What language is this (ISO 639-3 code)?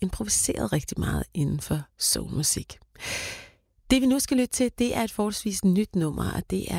dan